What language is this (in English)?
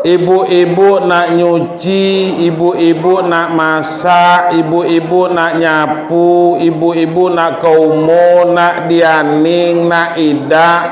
Minangkabau